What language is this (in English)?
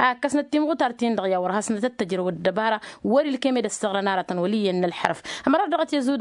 Tamasheq